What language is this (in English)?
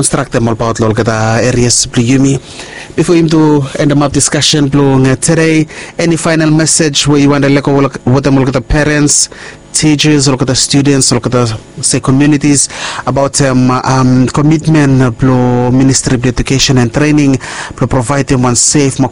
Bislama